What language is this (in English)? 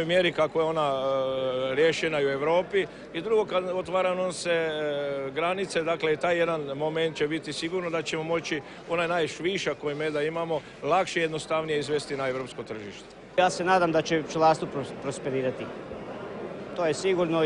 Croatian